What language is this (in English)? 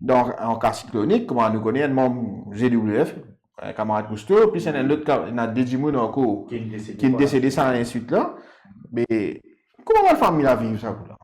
Morisyen